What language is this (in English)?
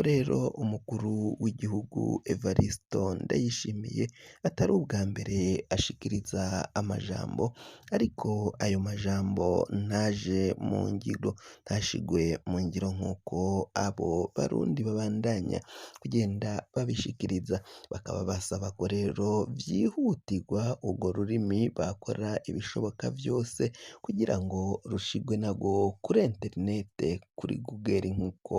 Rundi